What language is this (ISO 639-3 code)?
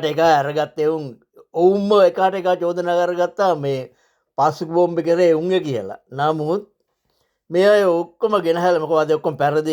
sin